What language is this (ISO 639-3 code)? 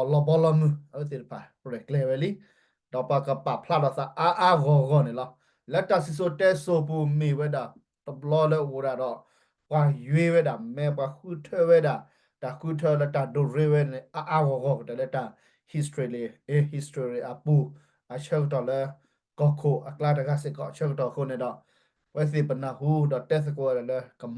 ksw